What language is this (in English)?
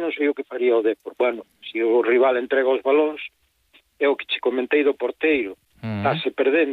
Galician